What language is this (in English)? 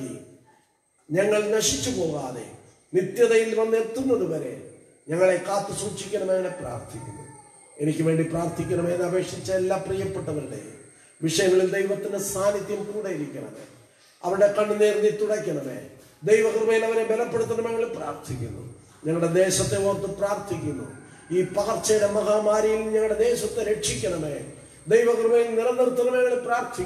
Malayalam